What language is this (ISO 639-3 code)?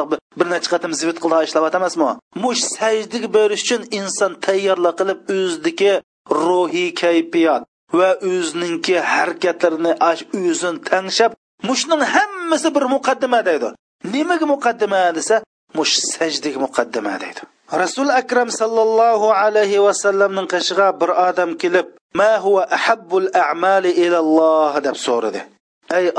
uig